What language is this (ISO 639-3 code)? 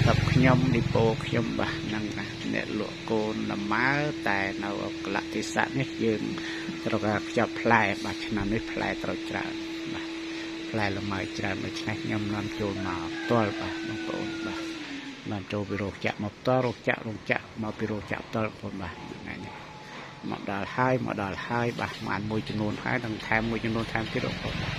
khm